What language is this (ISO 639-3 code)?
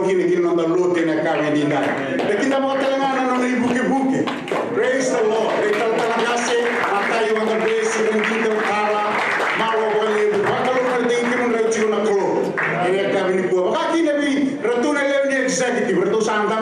fij